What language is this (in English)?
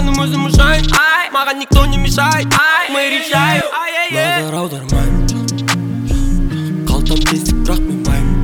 Kazakh